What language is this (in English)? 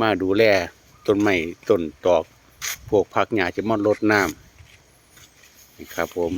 Northeastern Thai